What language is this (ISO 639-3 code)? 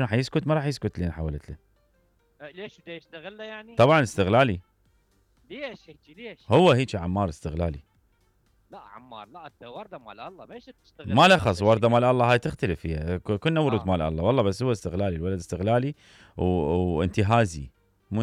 acm